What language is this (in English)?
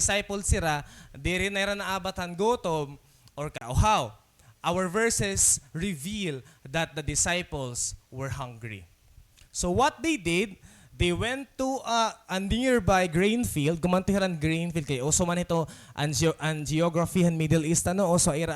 Waray